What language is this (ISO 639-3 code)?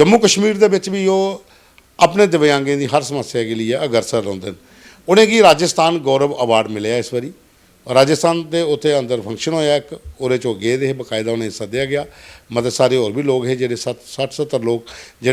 doi